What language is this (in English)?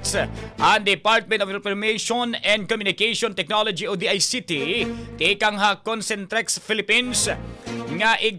Waray